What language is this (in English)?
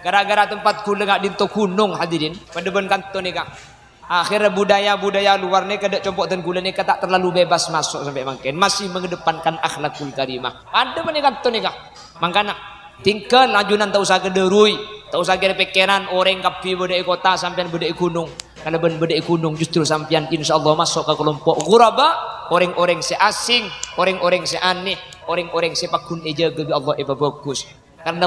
Madurese